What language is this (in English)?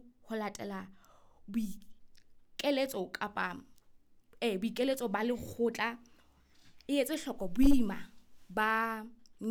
Southern Sotho